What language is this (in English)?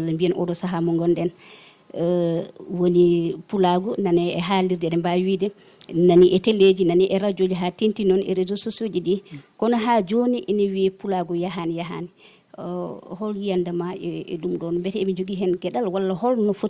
Fula